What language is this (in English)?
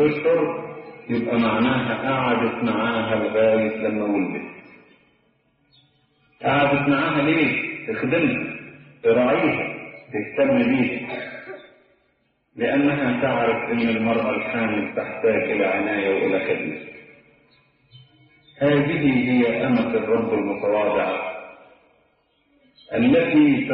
Egyptian Arabic